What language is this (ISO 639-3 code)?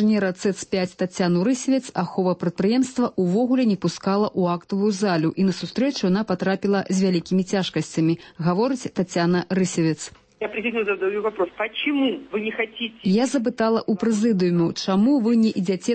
bel